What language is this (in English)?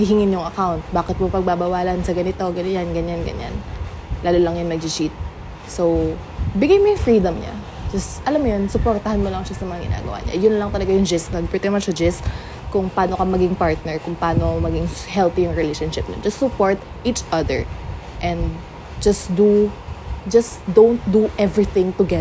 Filipino